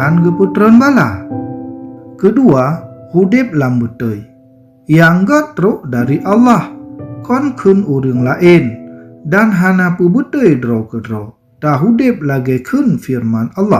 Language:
Achinese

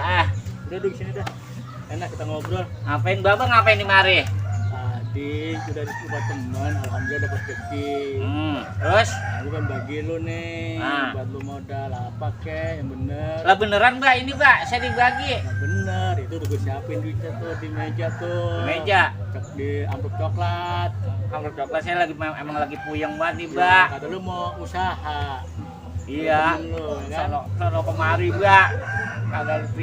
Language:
Betawi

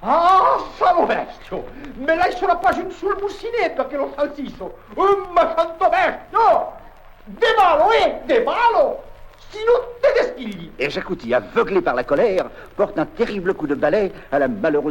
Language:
Occitan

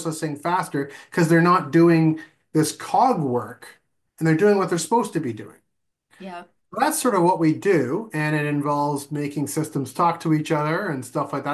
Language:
English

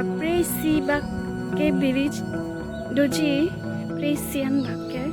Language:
Karbi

